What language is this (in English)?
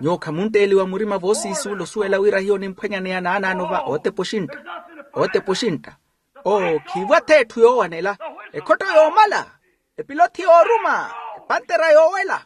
Makhuwa